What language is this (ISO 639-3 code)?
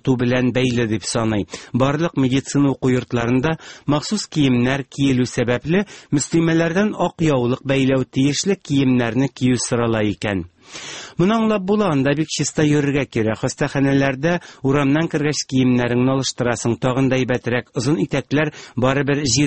tat